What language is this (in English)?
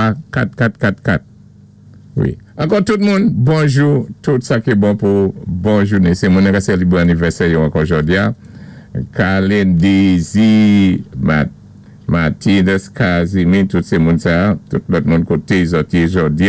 Saint Lucian Creole French